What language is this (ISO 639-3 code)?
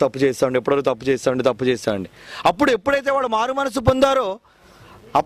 tel